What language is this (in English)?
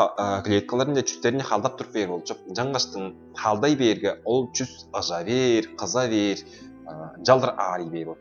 Tuvinian